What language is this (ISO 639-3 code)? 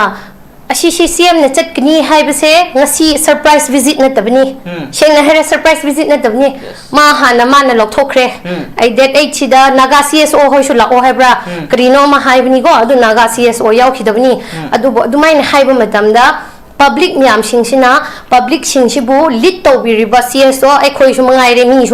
mni